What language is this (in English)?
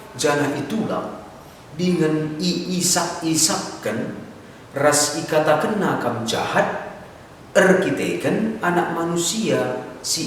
Batak Karo